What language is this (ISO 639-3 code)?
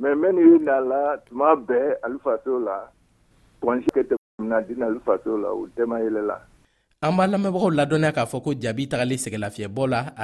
bam